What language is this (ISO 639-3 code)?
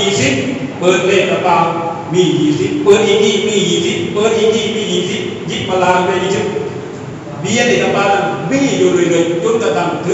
lao